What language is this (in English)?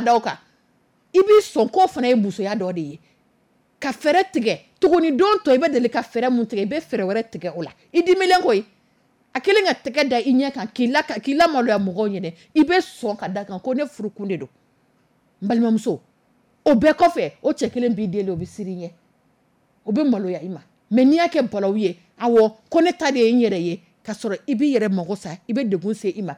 Dyula